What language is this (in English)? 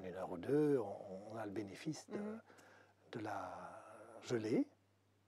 French